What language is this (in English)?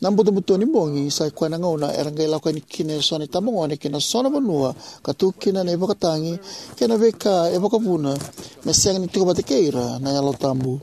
Fijian